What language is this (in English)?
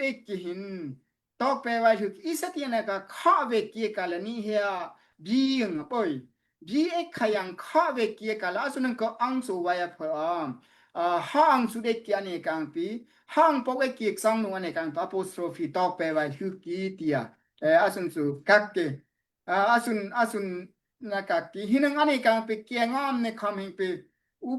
Daai Chin